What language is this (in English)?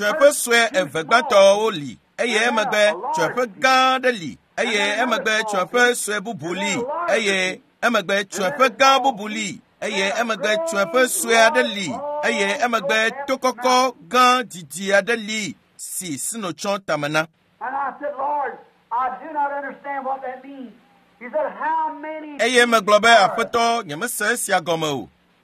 Ewe